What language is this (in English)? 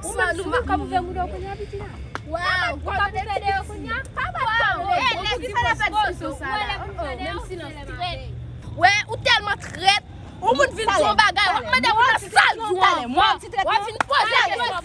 Haitian Creole